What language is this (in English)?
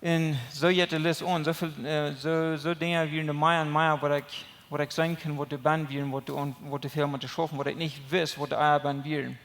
Plautdietsch